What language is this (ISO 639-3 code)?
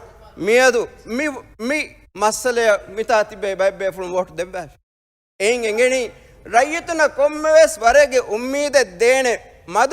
div